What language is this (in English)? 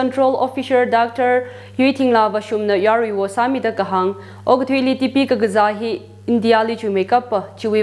Tangkhul Naga (India)